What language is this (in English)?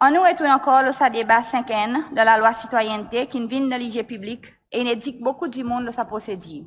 Seselwa Creole French